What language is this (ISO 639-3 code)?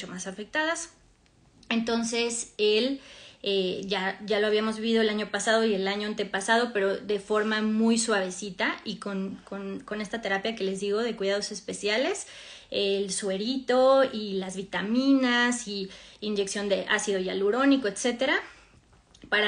spa